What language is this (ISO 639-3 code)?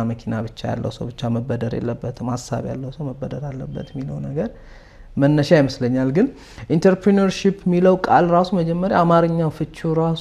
amh